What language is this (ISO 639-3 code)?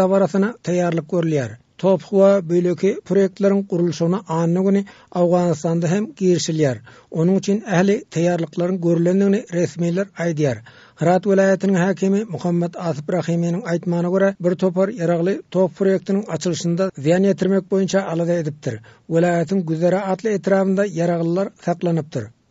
tuk